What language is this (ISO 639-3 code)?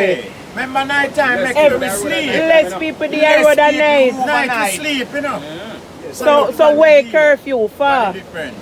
jam